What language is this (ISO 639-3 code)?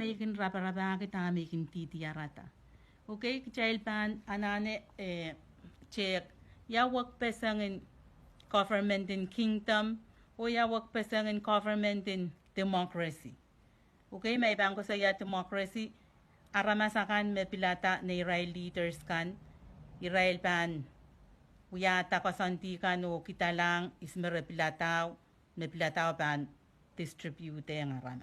pon